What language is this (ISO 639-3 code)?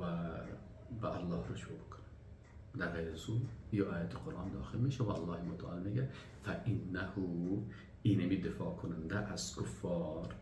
fas